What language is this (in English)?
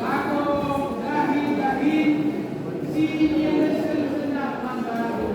Batak Karo